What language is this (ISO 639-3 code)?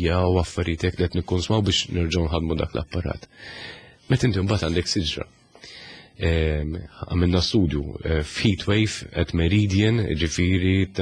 mlt